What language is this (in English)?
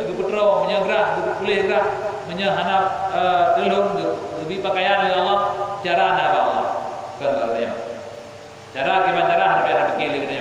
Achinese